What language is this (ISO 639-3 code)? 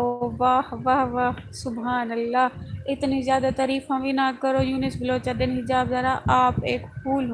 skr